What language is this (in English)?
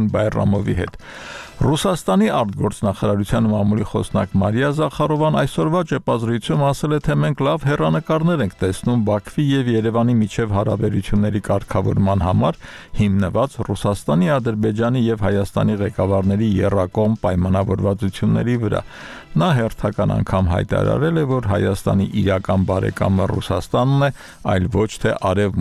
Armenian